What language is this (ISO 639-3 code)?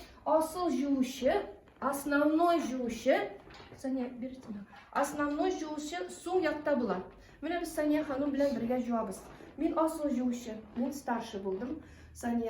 tat